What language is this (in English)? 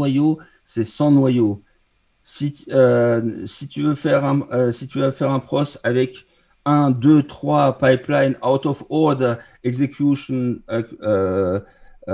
French